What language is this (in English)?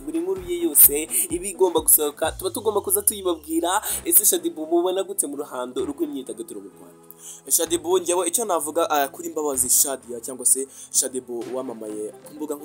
Kinyarwanda